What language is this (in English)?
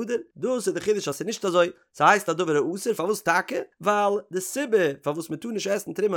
Yiddish